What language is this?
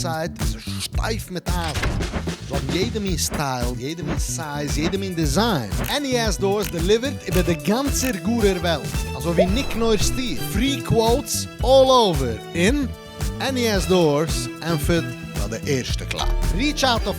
Yiddish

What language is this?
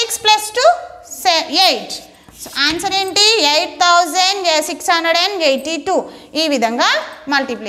Telugu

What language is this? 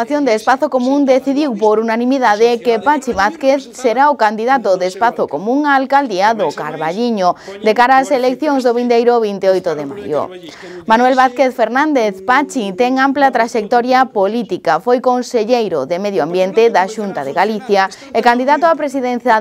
Galician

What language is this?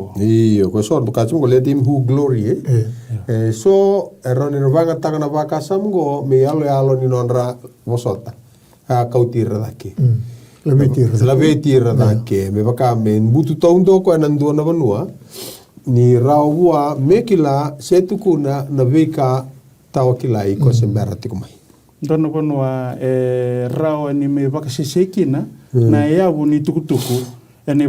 Fijian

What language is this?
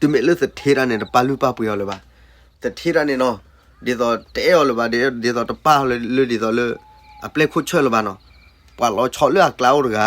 S'gaw Karen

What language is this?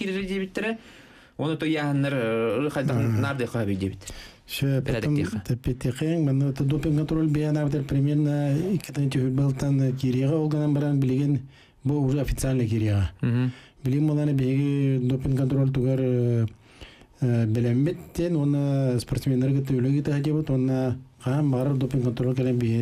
Yakut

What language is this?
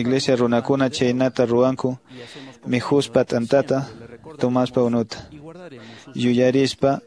Quechua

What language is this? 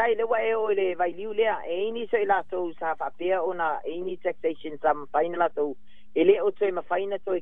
Samoan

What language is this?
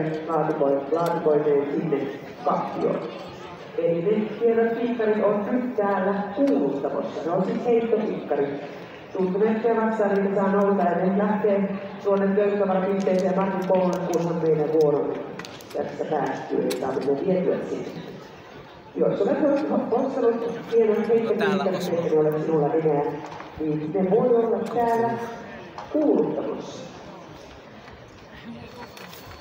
Finnish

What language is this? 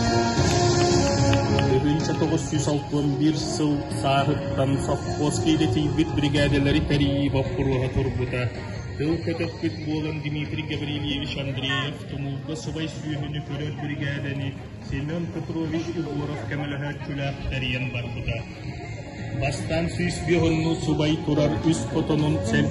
Yakut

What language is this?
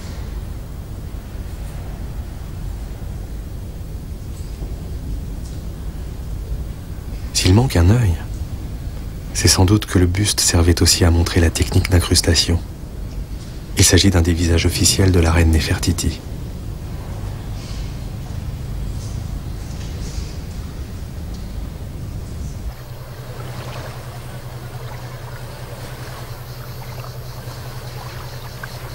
French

